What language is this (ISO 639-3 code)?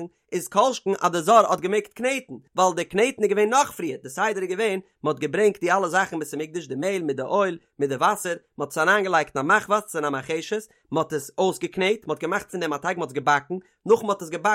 yid